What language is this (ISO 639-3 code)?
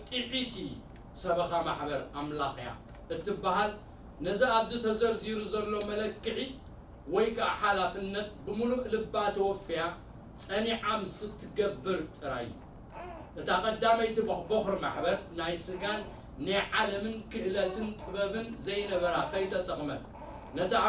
tir